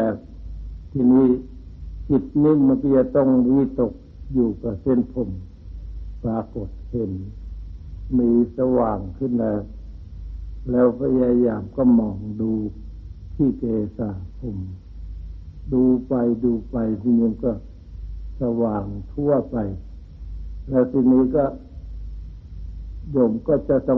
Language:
Thai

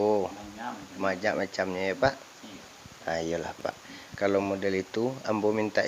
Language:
Minangkabau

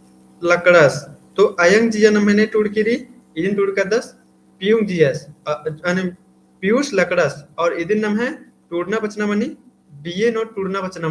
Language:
Kurukh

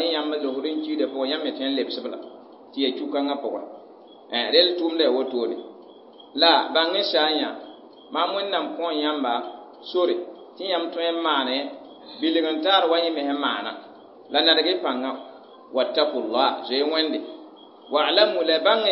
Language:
Mossi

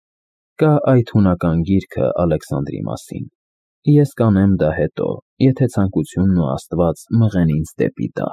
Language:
Armenian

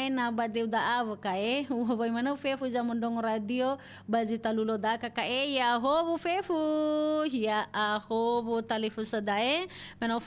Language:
Nias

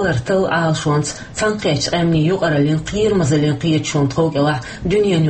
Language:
Chechen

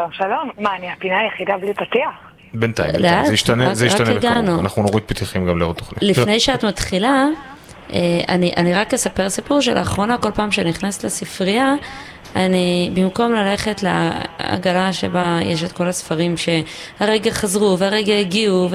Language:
Hebrew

